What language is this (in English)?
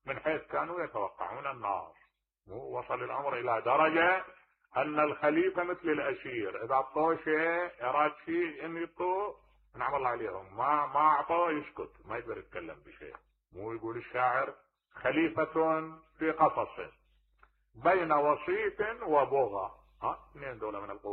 Mesopotamian Arabic